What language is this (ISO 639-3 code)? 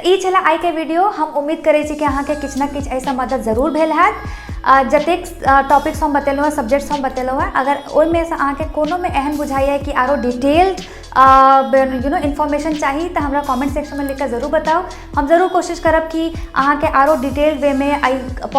mai